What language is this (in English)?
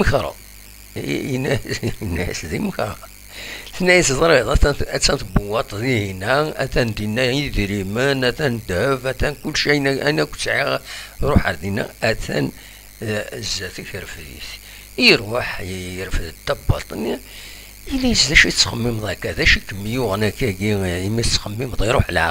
Kabyle